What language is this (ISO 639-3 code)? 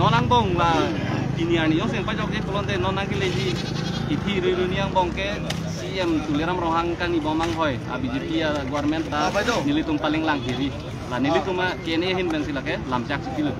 mjw